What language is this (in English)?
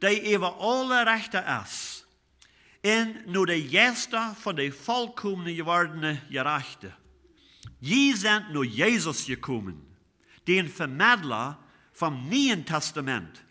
Plautdietsch